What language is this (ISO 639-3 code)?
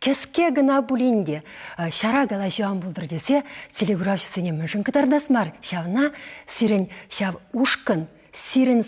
chv